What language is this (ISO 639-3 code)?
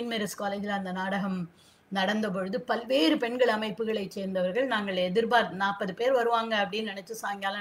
tam